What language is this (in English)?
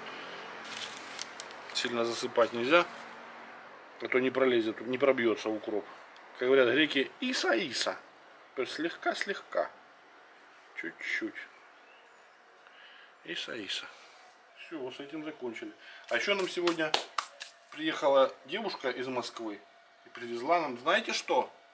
Russian